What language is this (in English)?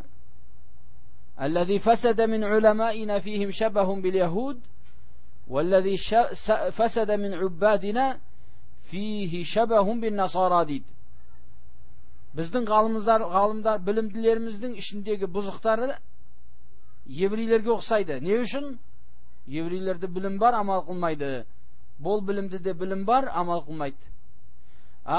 Kazakh